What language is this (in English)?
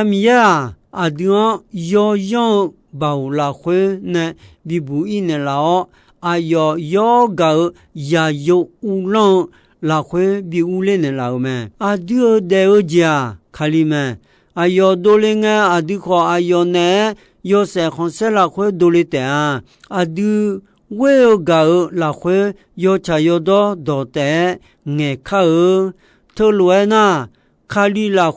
Akha